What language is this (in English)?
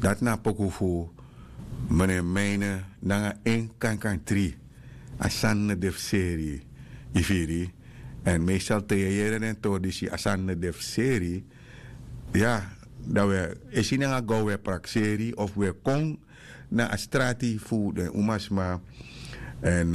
Sranan Tongo